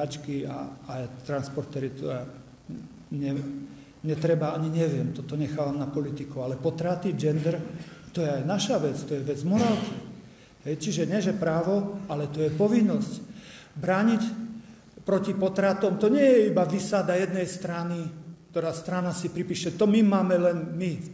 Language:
Slovak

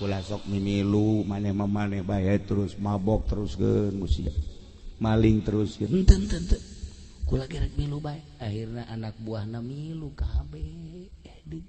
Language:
Sundanese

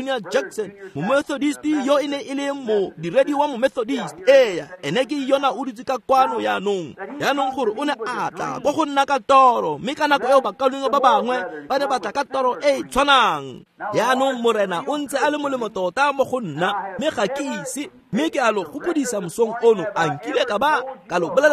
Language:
Tswana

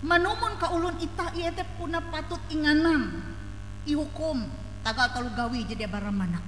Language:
Ngaju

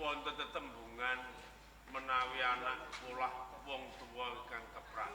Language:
Javanese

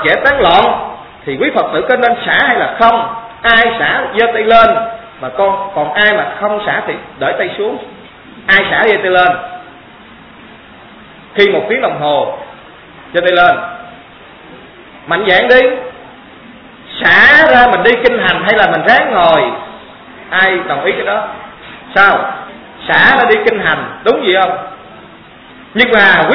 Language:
Vietnamese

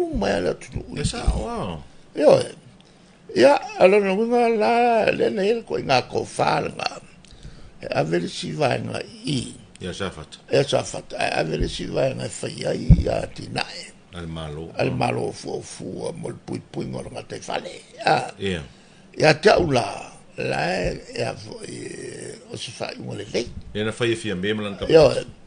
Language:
Samoan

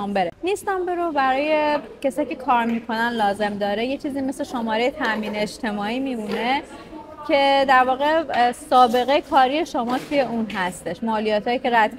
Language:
Persian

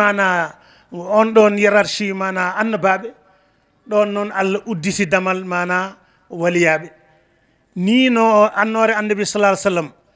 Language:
Fula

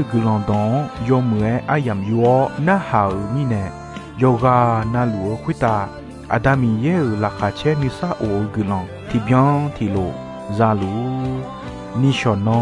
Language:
Akha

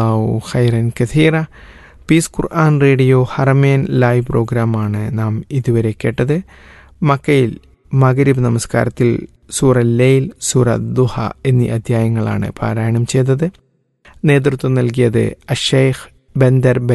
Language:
Malayalam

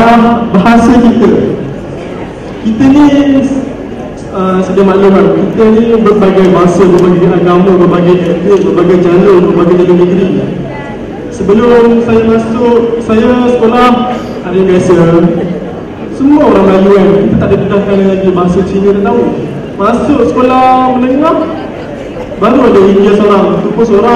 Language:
Malay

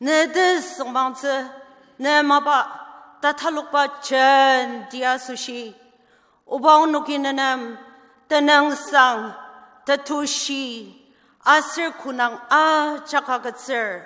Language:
Ao Naga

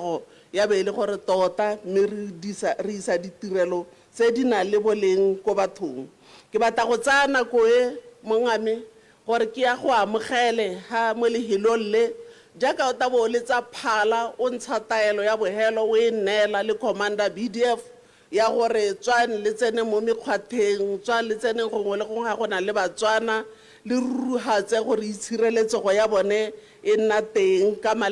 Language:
Tswana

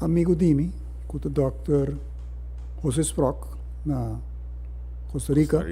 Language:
Papiamento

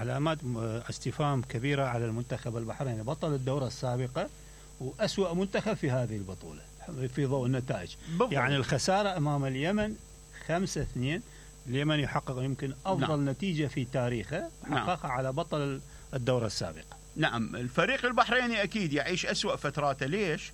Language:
Mesopotamian Arabic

